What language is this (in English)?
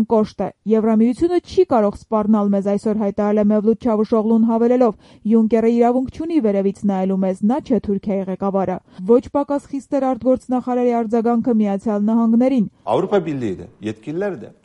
Armenian